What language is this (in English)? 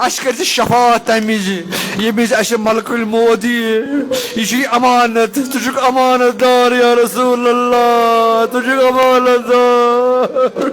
Kashmiri